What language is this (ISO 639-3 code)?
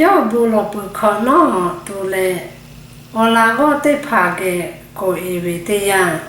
lhu